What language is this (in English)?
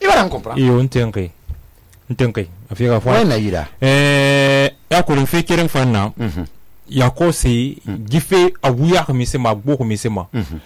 Susu